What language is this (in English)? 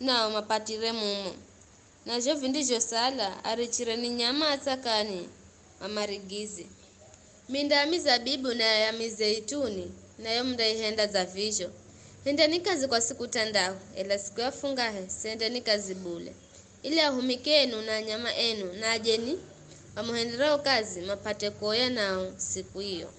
Giryama